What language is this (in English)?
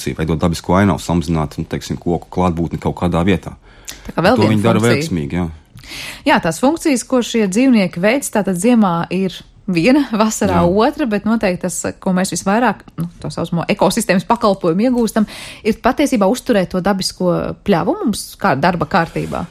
Latvian